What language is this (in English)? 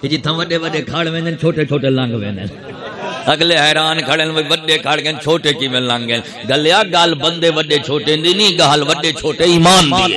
Saraiki